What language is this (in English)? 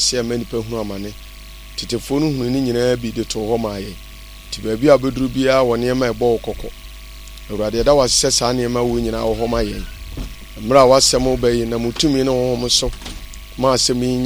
Akan